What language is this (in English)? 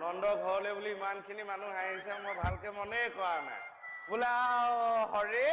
Assamese